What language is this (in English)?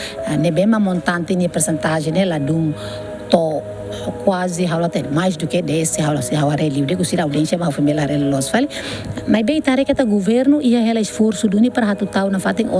Tetum